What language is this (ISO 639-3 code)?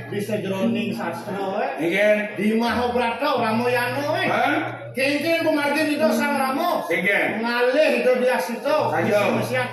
ban